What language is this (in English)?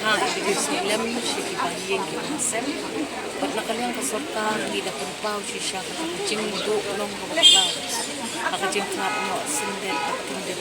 Khasi